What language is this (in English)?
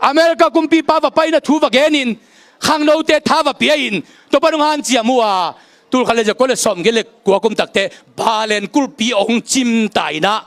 Tedim Chin